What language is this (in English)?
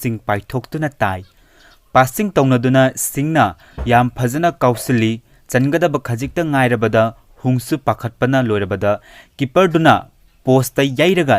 Manipuri